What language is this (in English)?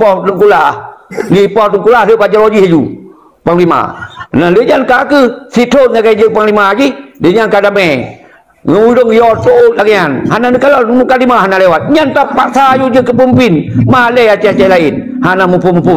Achinese